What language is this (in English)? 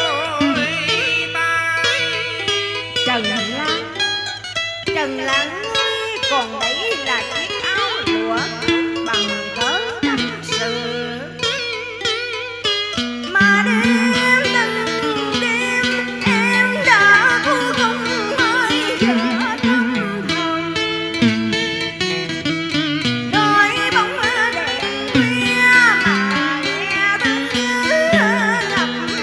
Vietnamese